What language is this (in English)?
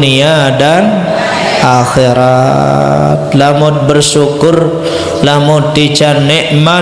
Sasak